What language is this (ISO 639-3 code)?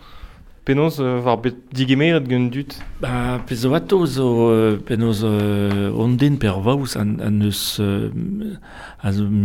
bre